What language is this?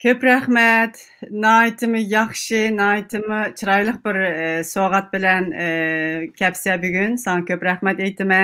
Uyghur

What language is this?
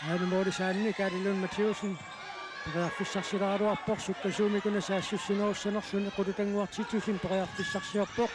Kalaallisut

